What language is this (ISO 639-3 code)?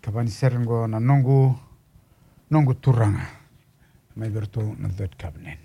fij